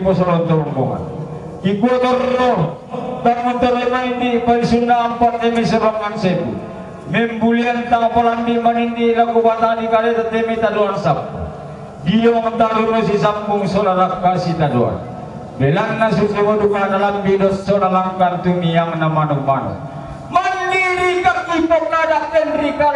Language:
Toraja-Sa'dan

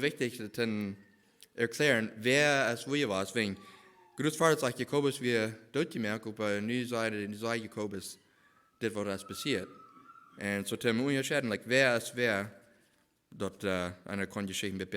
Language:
Plautdietsch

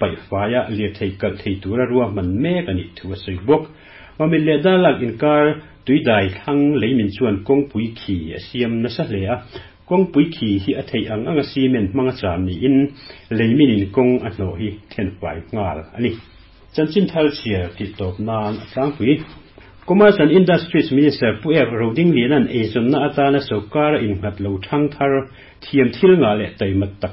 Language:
Mizo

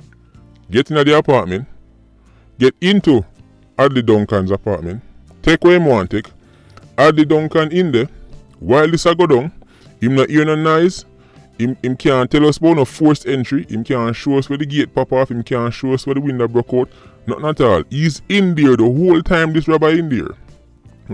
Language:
Jamaican Creole English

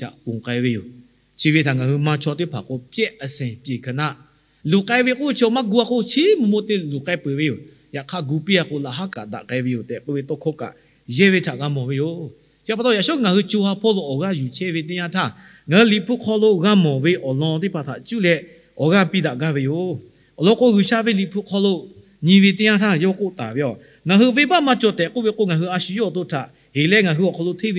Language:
Lahu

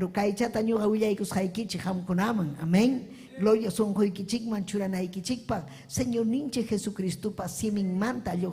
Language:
Ayacucho Quechua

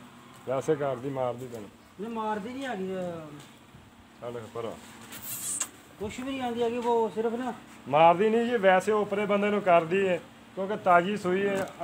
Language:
Punjabi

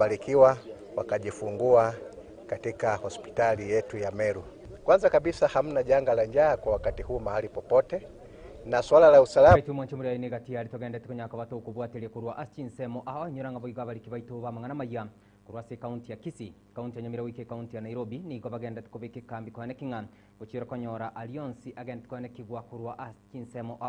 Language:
Gusii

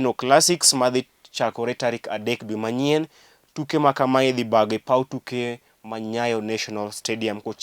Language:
Luo (Kenya and Tanzania)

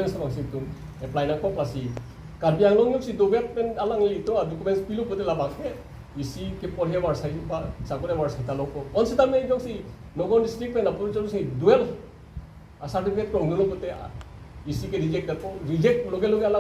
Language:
Karbi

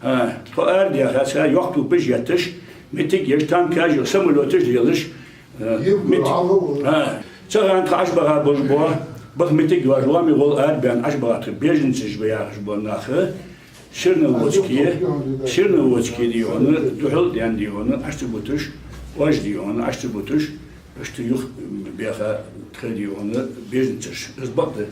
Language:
Ingush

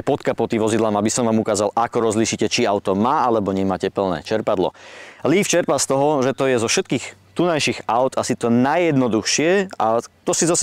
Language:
Slovak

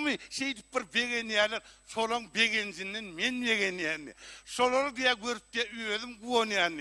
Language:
Turkmen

